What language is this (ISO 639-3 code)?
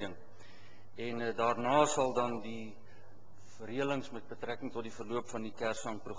afr